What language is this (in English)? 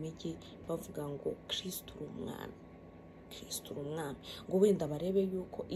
Kinyarwanda